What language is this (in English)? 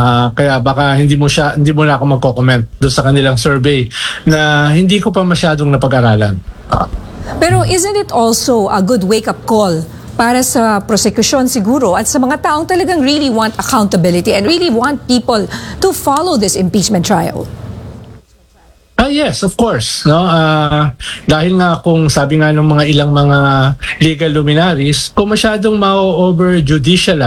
Filipino